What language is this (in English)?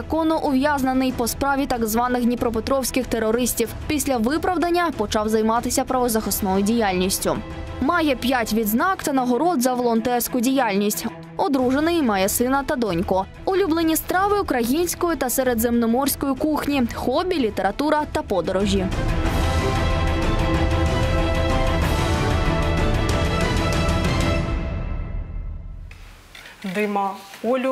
Ukrainian